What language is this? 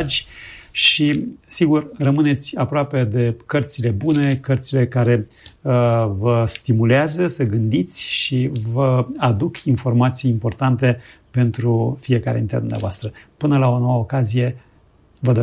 Romanian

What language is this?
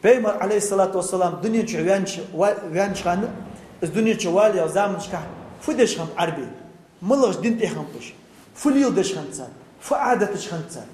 Ingush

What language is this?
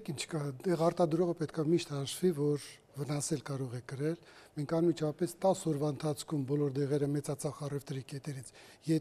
Armenian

